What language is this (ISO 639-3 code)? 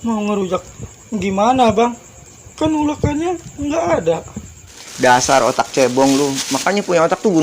bew